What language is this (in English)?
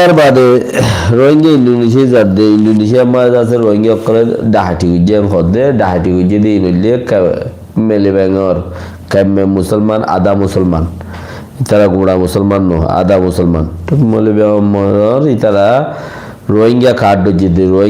Rohingya